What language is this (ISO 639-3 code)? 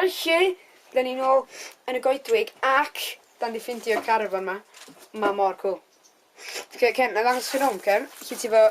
cym